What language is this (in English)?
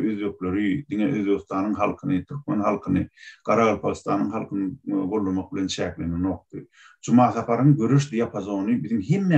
Turkmen